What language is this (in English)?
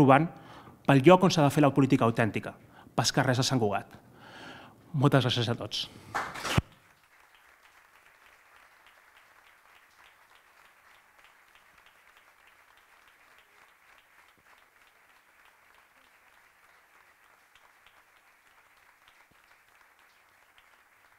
Catalan